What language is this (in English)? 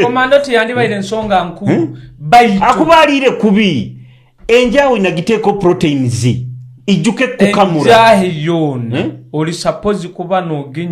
Nyoro